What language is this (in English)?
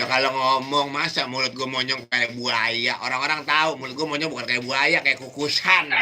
Betawi